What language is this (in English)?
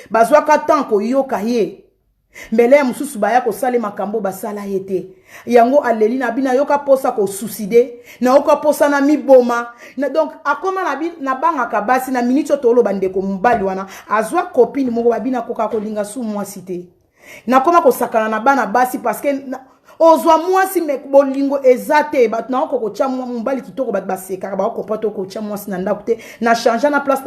Lingala